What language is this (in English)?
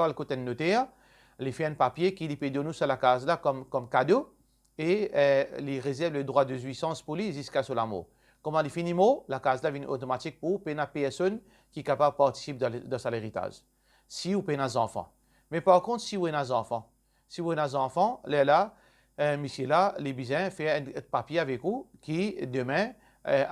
Morisyen